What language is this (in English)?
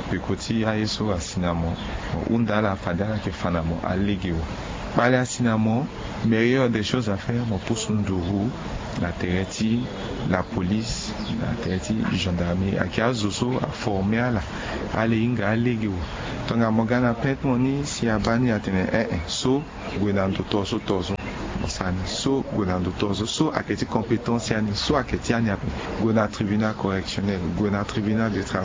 Sango